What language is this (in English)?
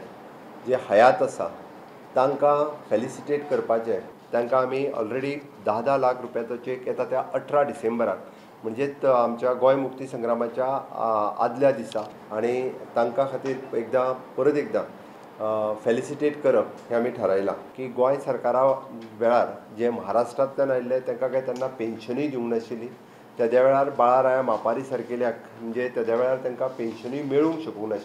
Konkani